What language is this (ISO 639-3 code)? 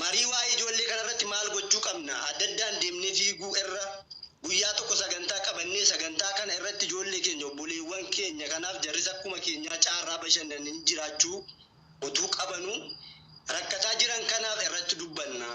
orm